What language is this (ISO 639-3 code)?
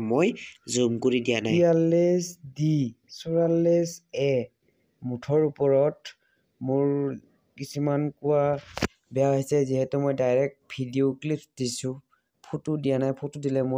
asm